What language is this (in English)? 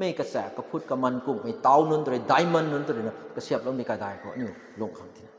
Rongmei Naga